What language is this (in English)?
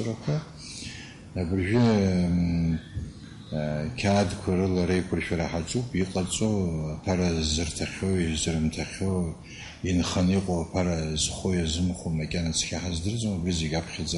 Abkhazian